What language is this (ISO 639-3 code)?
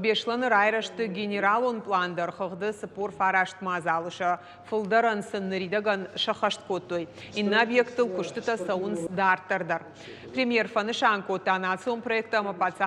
oss